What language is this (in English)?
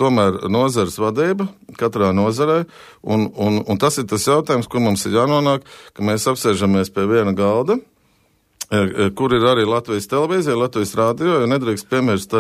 Latvian